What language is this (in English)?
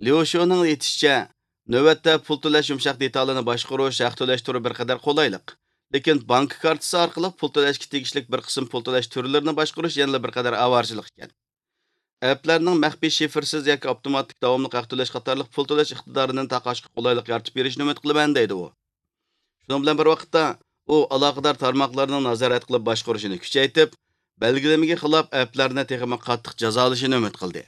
Uyghur